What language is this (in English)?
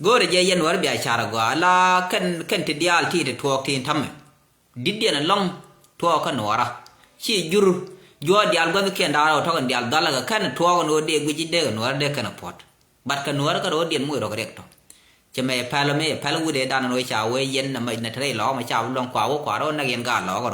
Nuer